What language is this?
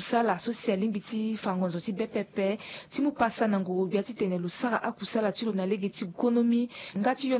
Sango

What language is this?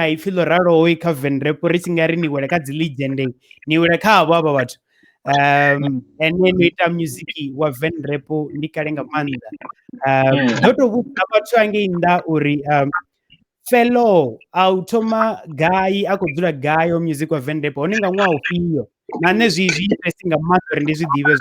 Venda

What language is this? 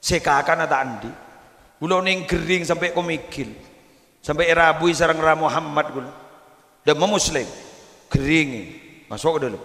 Madurese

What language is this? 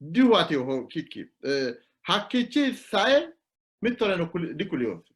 Sidamo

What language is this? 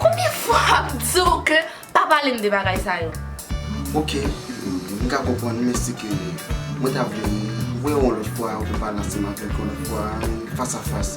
Haitian Creole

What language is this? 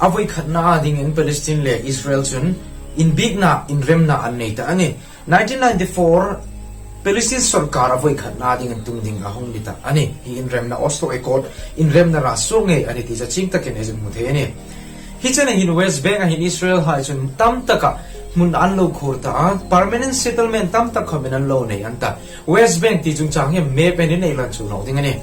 Hmar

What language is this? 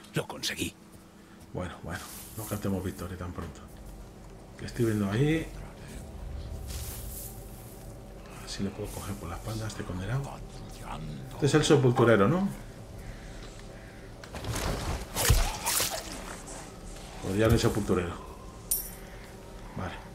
Spanish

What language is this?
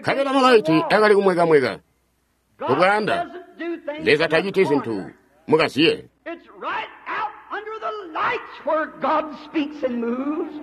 Tonga (Zambia)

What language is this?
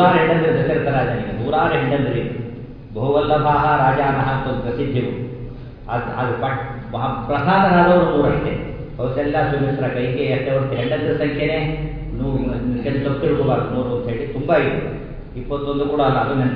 Kannada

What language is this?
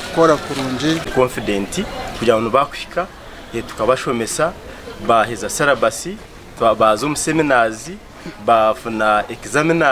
Nyankole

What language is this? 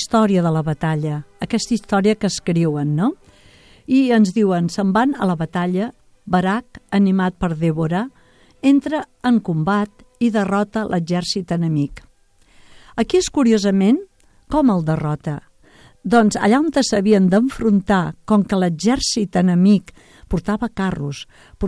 Catalan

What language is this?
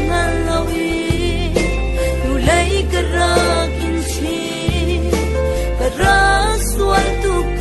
Falam Chin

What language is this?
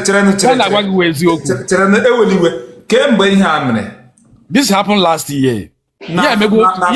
Igbo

